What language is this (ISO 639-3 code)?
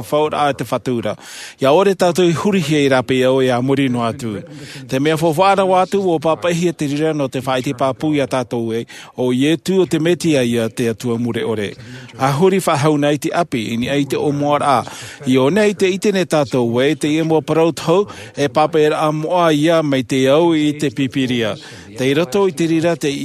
tah